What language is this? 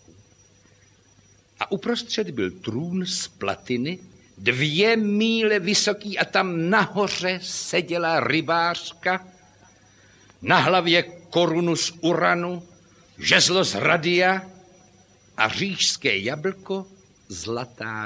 Czech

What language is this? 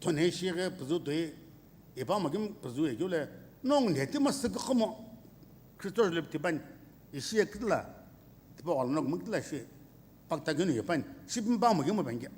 Sumi Naga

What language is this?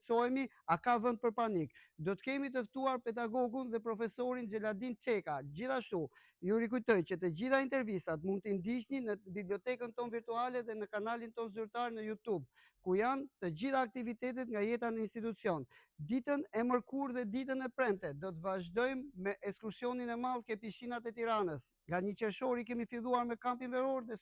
Albanian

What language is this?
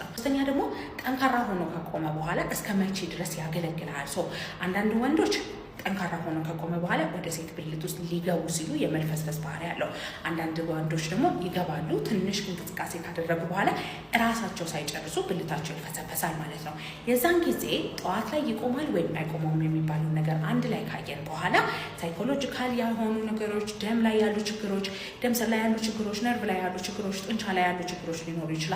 Amharic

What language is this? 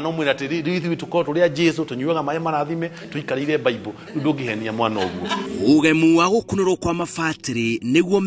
Kikuyu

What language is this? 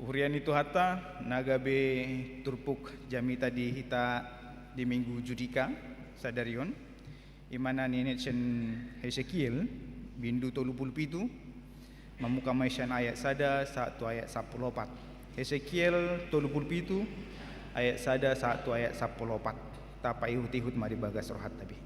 Batak Toba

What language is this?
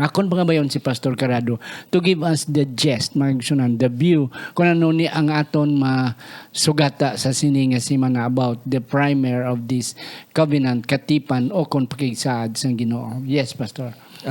Hiligaynon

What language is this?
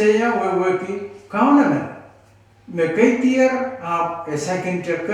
Pohnpeian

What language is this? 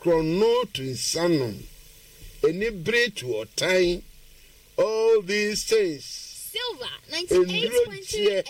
Akan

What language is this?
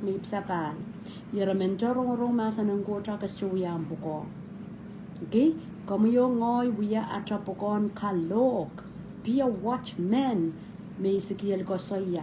Pohnpeian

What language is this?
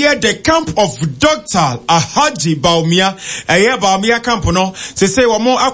Akan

